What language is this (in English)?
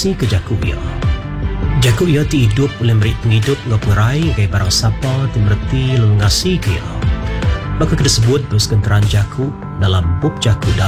Iban